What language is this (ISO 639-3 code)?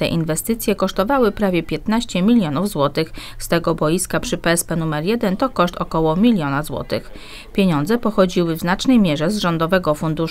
pol